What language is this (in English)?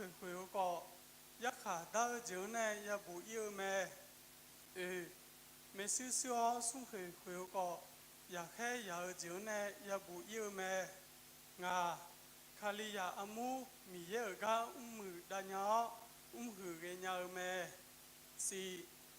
Akha